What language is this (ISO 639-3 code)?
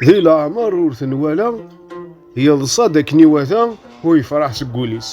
kab